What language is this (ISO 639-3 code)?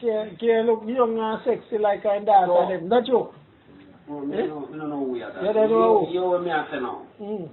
jam